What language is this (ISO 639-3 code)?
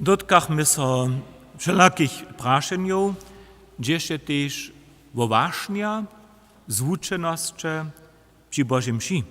hsb